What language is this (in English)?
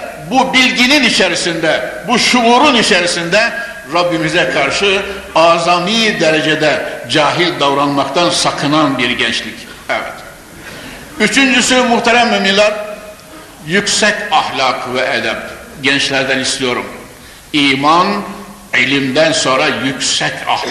Turkish